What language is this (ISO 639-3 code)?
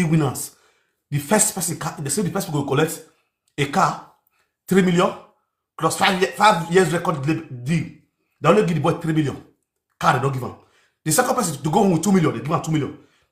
pcm